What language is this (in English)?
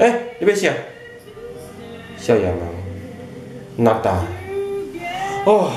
Min Nan Chinese